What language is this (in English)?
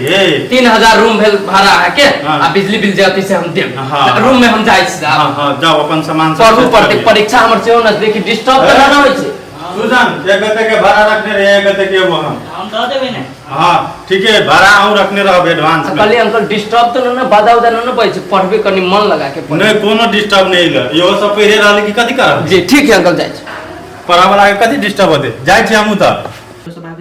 Maithili